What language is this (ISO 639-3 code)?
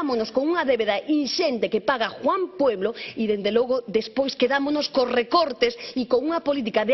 glg